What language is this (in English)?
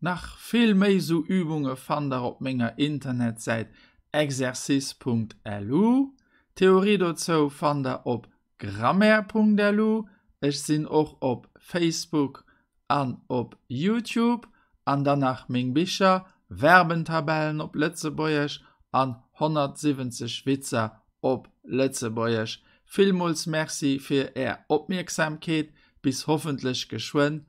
Luxembourgish